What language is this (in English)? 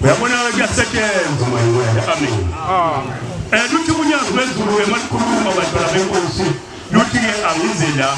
Zulu